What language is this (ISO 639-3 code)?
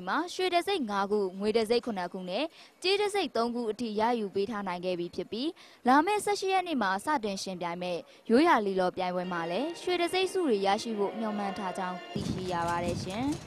mya